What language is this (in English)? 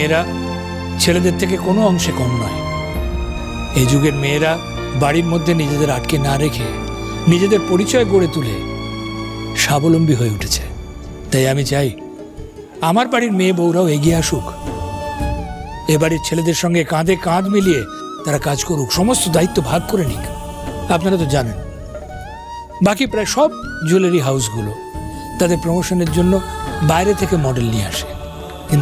Bangla